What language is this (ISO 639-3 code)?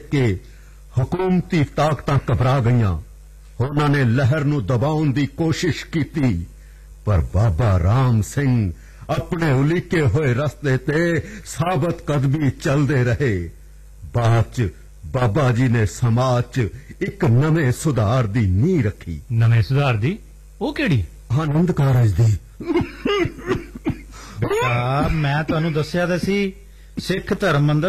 pan